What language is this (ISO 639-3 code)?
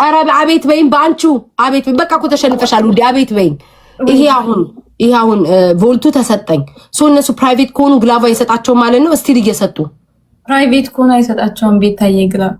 amh